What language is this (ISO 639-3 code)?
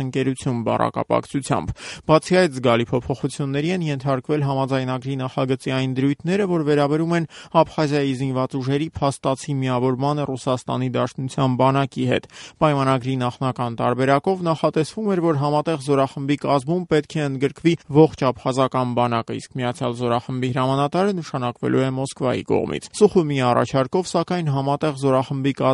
hye